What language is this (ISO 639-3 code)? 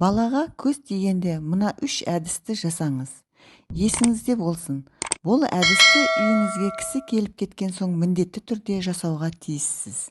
kaz